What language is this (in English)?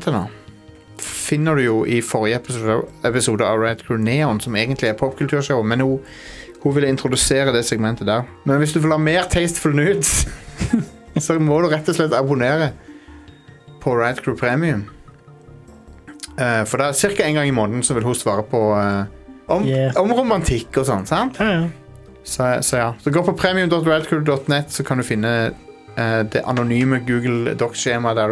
Norwegian